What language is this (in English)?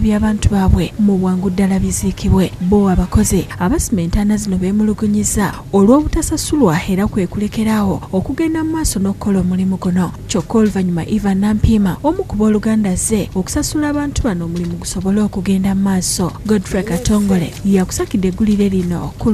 Ganda